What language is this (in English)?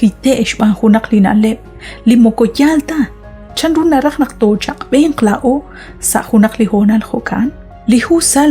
Kekchí